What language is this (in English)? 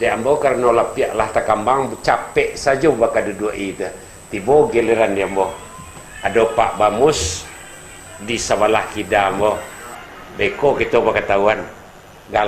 Minangkabau